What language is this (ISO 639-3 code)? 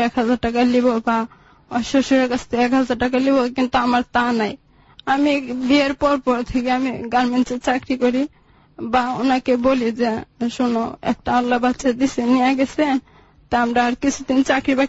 ben